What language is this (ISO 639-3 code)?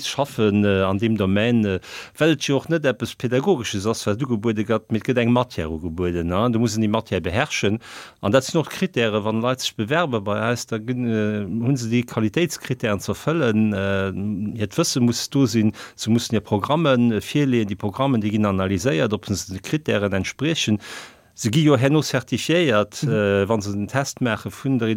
ltz